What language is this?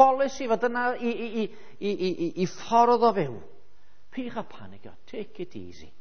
Welsh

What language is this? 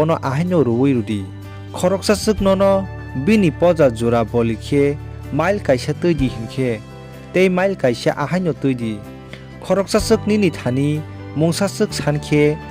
Kok Borok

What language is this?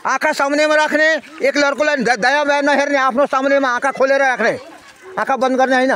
Nepali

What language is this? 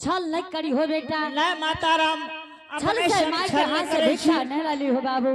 Angika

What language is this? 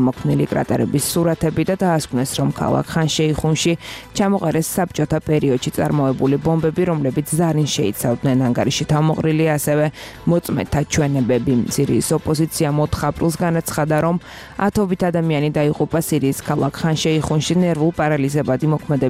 Georgian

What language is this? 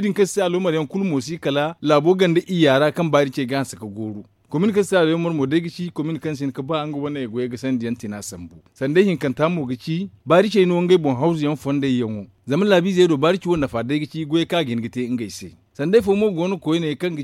Zarma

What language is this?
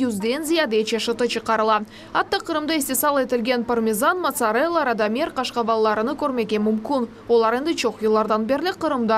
Crimean Tatar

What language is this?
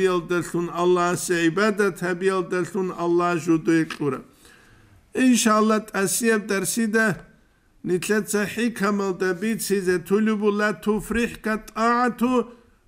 Avaric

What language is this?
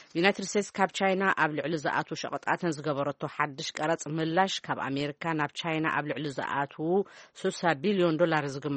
Tigrinya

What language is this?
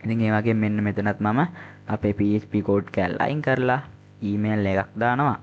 Sinhala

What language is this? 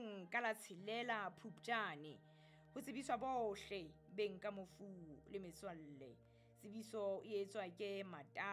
Southern Sotho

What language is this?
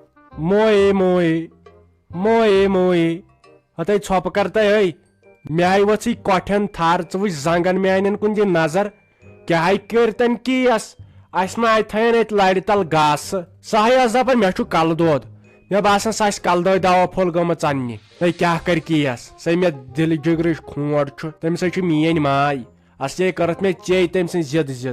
Kashmiri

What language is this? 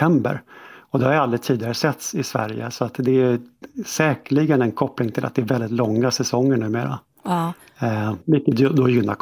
Swedish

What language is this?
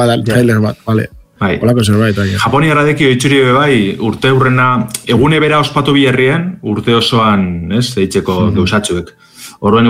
Basque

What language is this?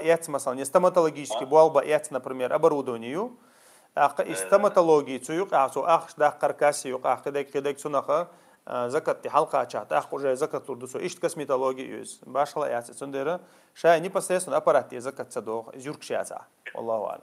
Chechen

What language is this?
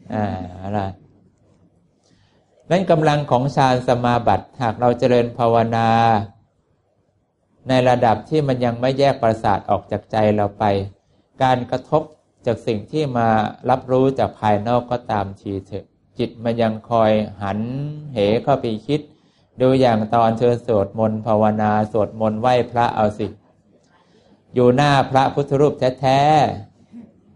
Thai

